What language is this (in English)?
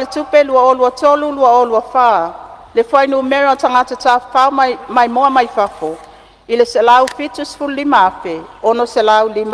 Samoan